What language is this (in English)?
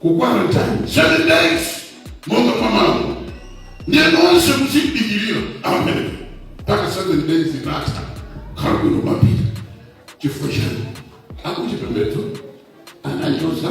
Nyanja